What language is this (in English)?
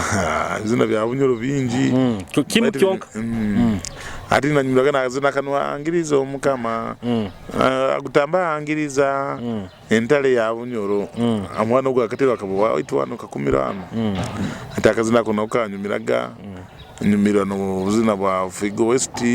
Nyoro